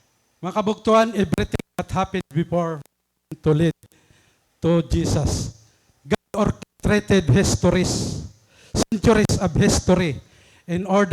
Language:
Waray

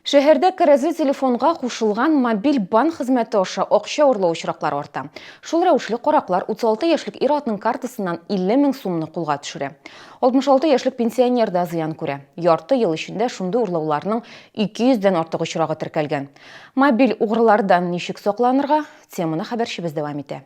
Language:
Tatar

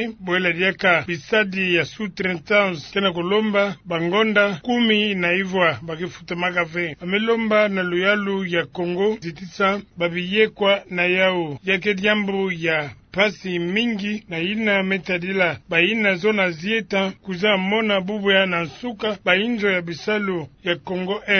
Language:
Kituba (Democratic Republic of Congo)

